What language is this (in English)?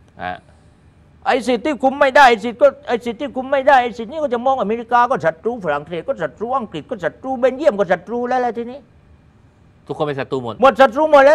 Thai